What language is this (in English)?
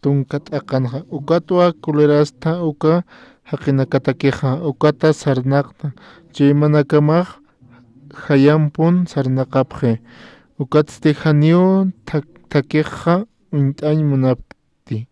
Aymara